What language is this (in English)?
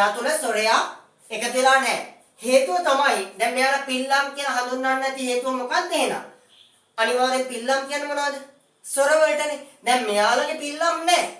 Sinhala